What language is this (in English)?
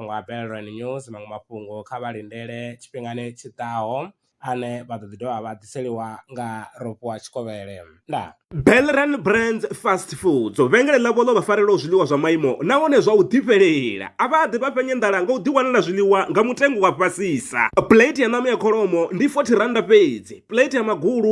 Venda